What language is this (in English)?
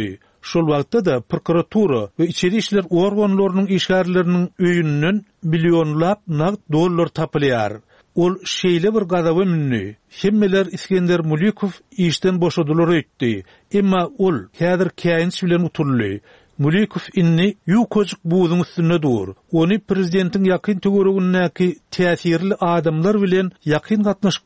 Turkmen